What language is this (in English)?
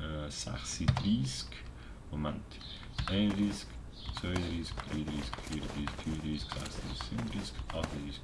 Swiss German